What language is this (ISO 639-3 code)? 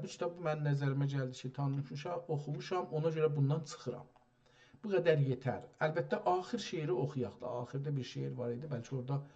azb